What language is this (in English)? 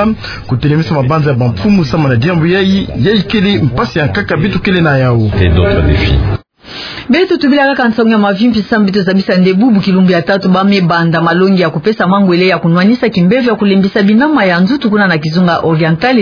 Kituba (Democratic Republic of Congo)